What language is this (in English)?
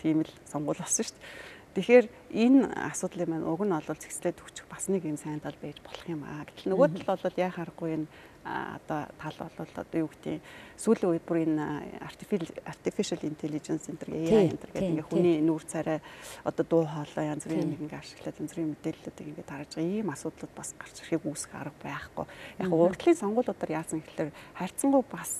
Mongolian